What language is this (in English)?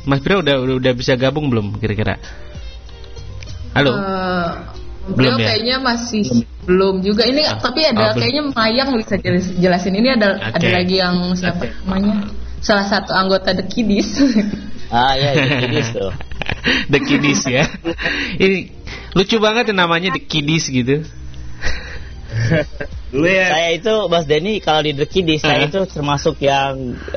Indonesian